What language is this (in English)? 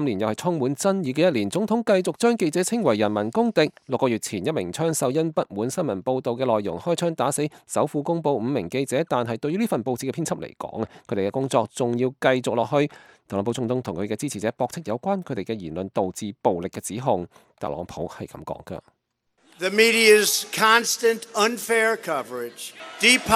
Cantonese